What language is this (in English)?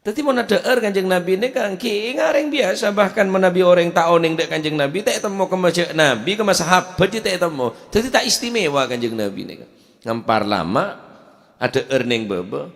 Madurese